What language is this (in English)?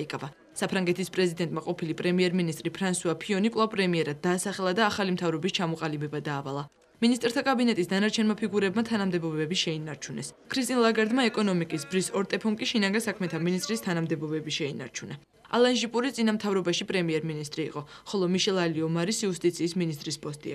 Georgian